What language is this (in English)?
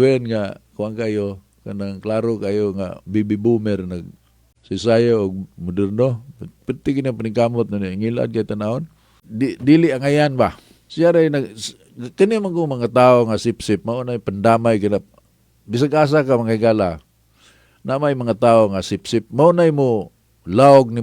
Cebuano